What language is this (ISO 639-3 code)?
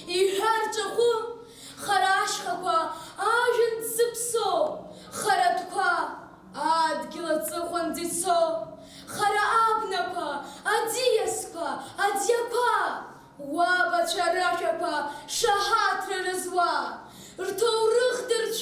abk